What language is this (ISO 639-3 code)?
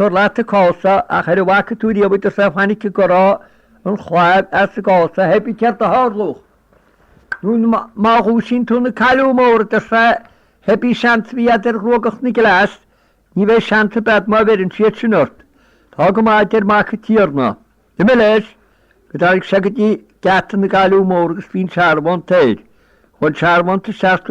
gle